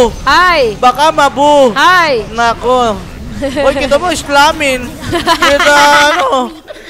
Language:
Filipino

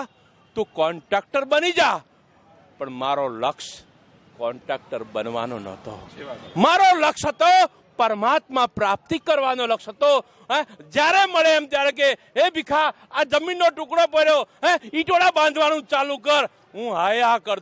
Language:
Gujarati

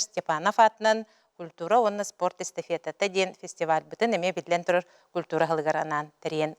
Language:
Yakut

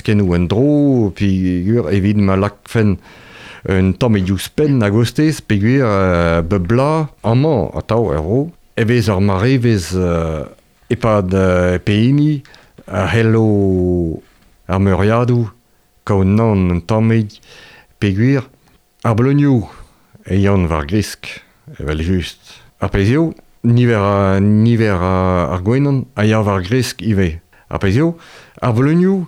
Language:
Breton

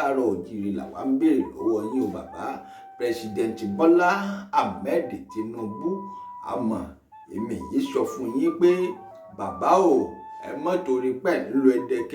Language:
Yoruba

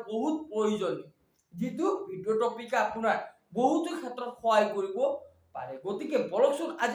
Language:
Assamese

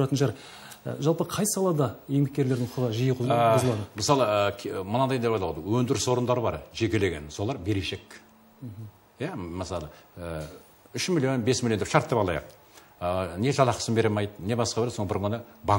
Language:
Kazakh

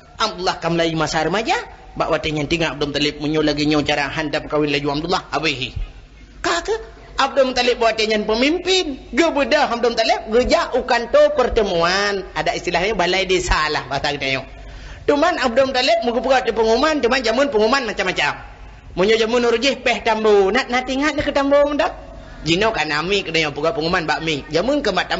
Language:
Achinese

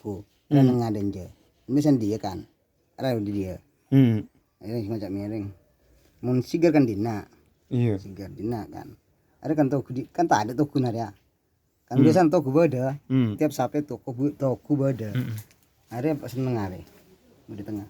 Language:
Madurese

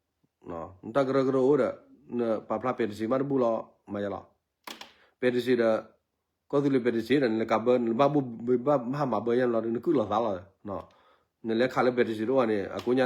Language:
S'gaw Karen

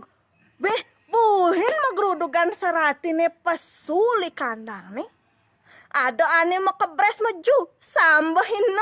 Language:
Balinese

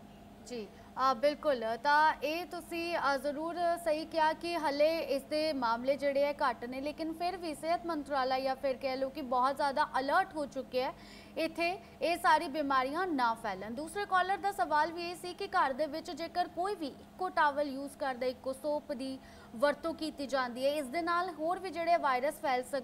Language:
Punjabi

